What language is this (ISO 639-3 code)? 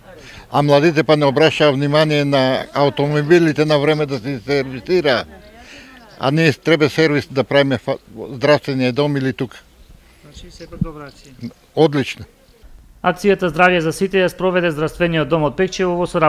mkd